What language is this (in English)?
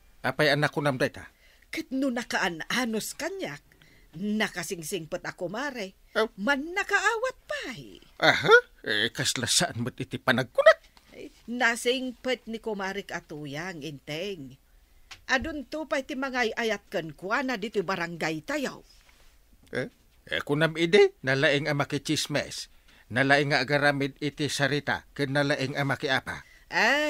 Iloko